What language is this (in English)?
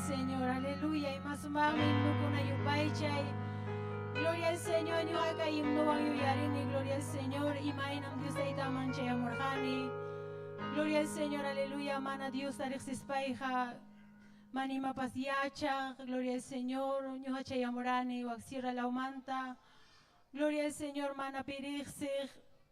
Ayacucho Quechua